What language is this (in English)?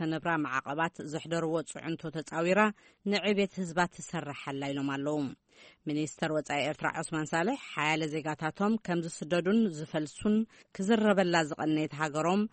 Tigrinya